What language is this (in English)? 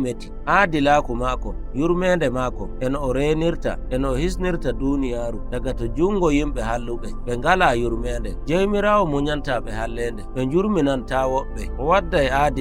Nigerian Fulfulde